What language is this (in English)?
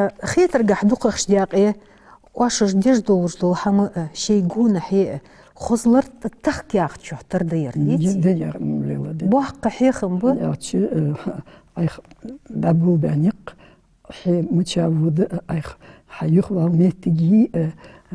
Ingush